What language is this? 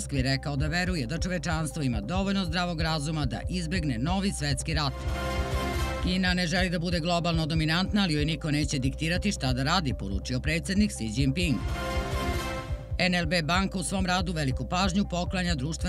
Serbian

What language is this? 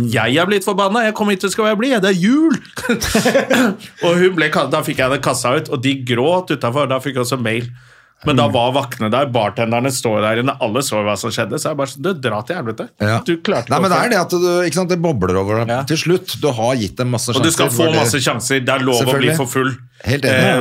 Norwegian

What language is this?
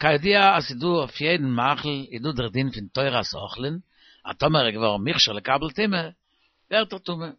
Yiddish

